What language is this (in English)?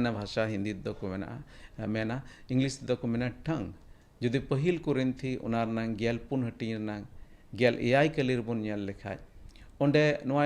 Santali